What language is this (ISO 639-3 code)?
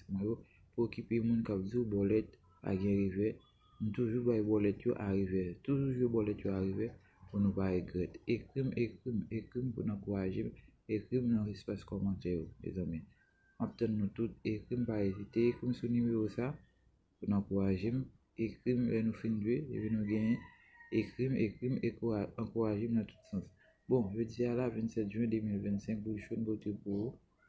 hat